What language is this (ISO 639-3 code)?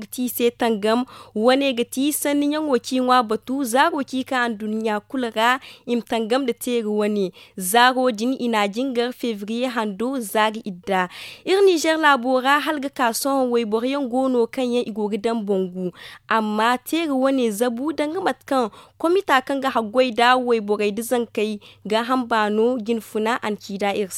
dje